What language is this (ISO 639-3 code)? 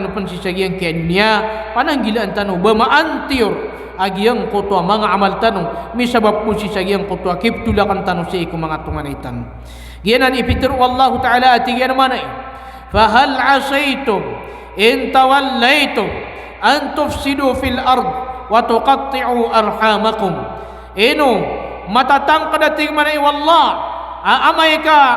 mrw